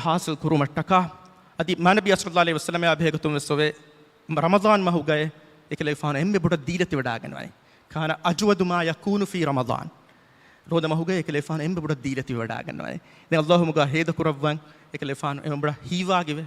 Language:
Divehi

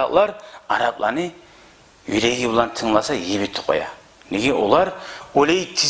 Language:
Kumyk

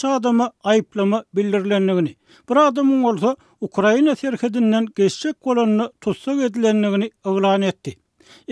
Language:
Turkmen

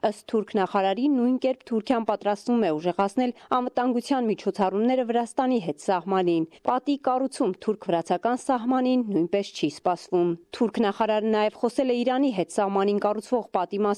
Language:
Armenian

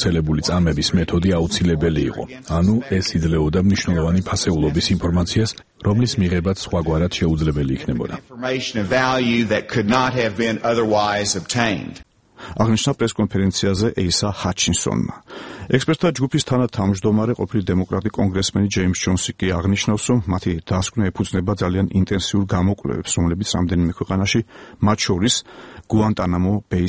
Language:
Georgian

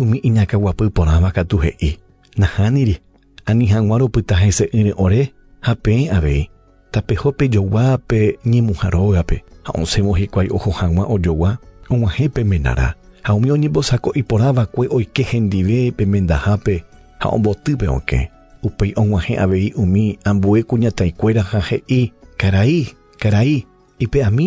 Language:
Guarani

